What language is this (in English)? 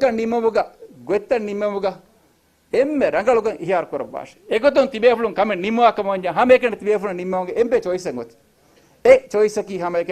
Divehi